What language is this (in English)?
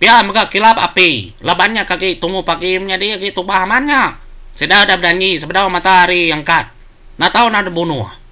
Iban